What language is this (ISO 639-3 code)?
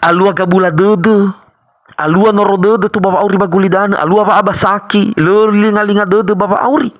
nia